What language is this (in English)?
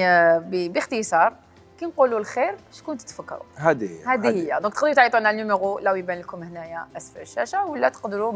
Algerian Arabic